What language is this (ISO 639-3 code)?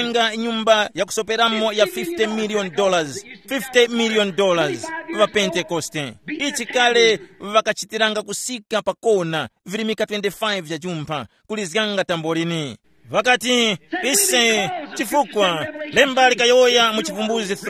tum